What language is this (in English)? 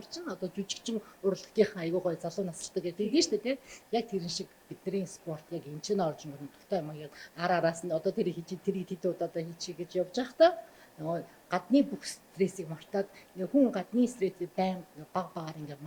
Mongolian